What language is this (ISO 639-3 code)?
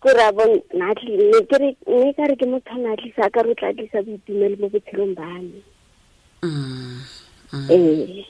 tsn